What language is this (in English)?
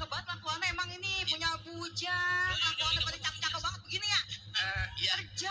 Betawi